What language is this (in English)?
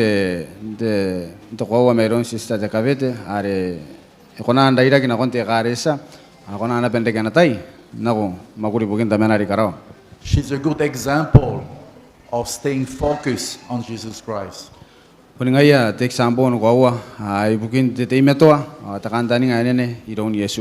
Gilbertese